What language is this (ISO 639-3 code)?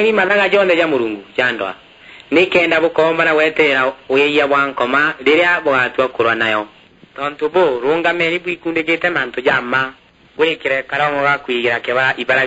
mer